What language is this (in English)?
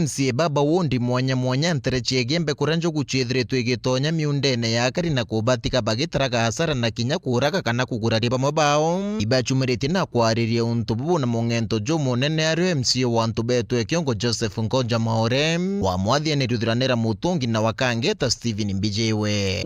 Meru